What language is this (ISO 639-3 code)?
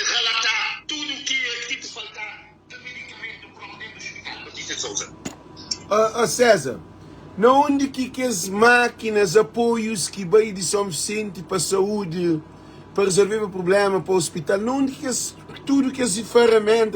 kea